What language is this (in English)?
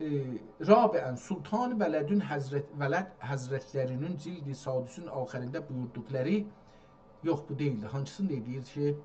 South Azerbaijani